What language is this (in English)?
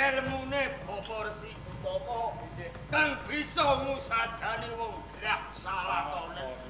Javanese